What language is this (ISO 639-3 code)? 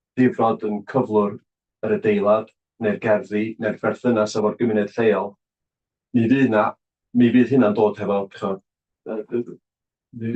cym